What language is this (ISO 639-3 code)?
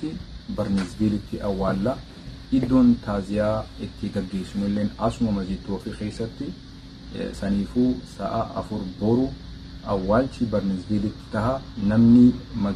orm